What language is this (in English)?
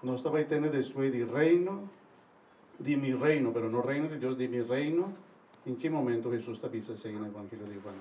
Papiamento